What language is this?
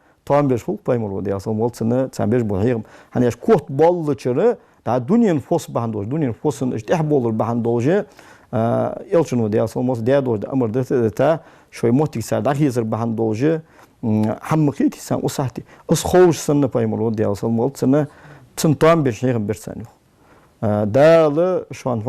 Ingush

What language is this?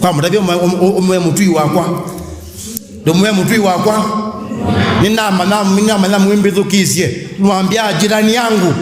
Kamba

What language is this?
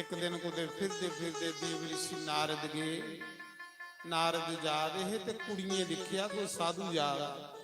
Dogri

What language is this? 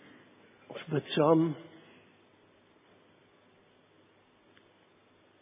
Afrikaans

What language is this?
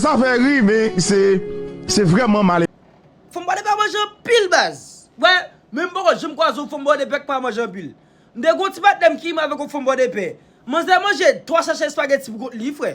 Haitian Creole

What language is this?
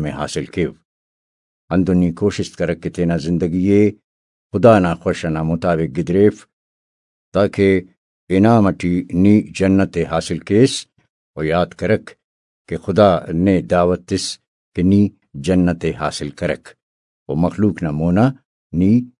Brahui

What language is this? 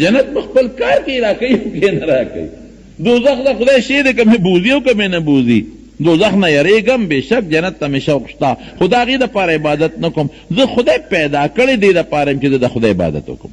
Pashto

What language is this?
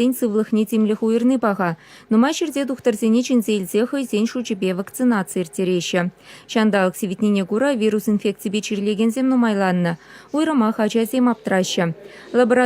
Chuvash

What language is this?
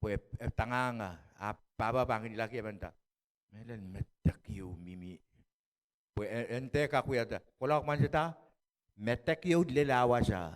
Pohnpeian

